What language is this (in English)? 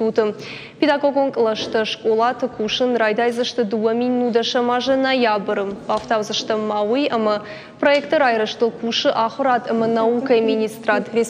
Ossetic